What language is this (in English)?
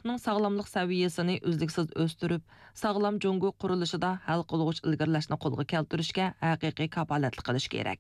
Uyghur